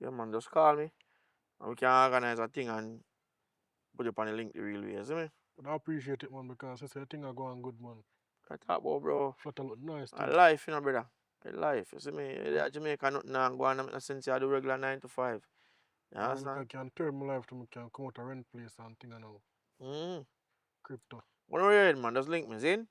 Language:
Jamaican Creole English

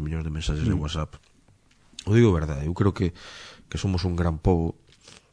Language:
Galician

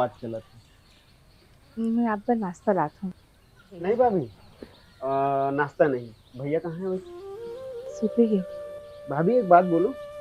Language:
Chhattisgarhi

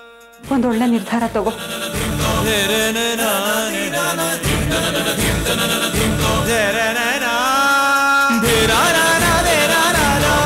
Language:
Kannada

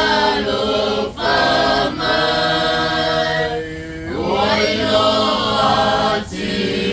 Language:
Samoan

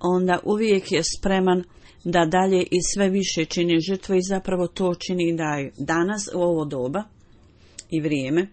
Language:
Bosnian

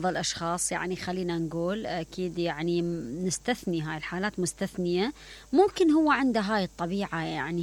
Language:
Mesopotamian Arabic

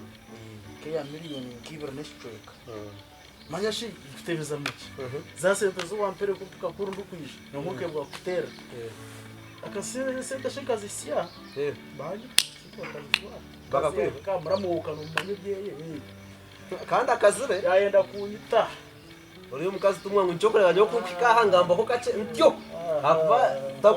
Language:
Nyankole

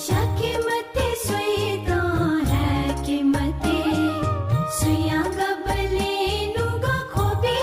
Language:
Newari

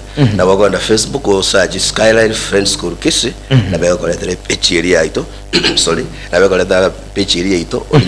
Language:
Gusii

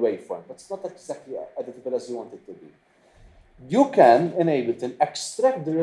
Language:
Maltese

